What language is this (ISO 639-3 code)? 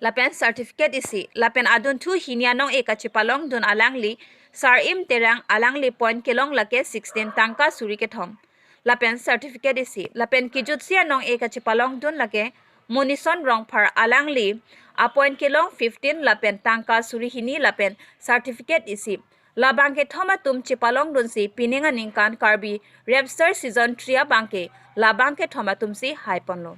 mjw